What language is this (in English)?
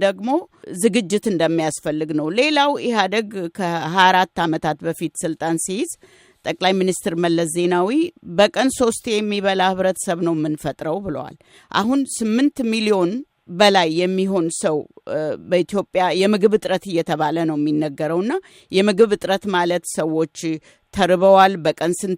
Amharic